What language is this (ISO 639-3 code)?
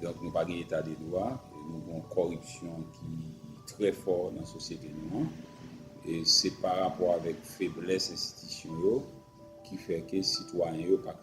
hat